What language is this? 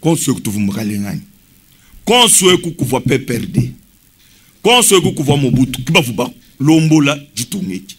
Luba-Lulua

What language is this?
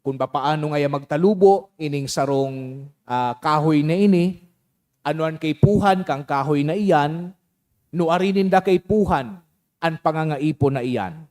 Bikol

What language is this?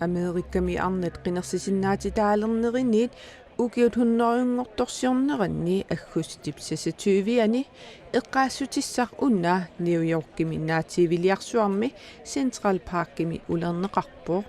Kalaallisut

